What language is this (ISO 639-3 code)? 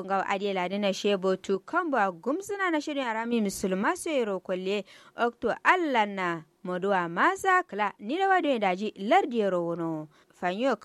kau